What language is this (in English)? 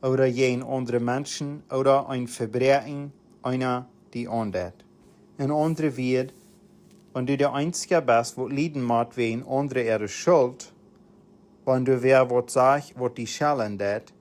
Plautdietsch